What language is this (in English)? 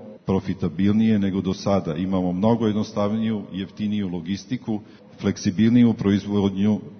Serbian